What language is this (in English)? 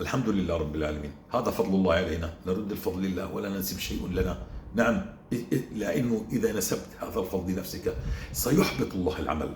North Levantine Arabic